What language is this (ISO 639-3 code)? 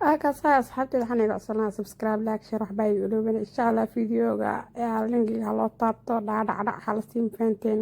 som